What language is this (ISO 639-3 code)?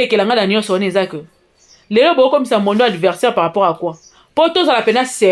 lin